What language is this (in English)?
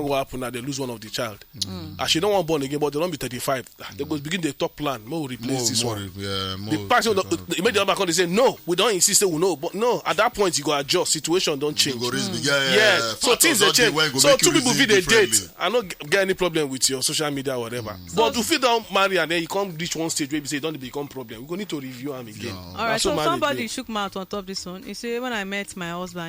Nigerian Pidgin